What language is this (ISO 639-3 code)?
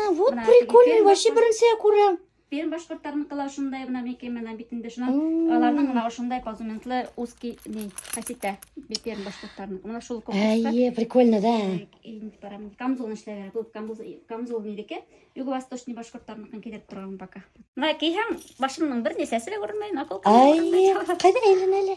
bak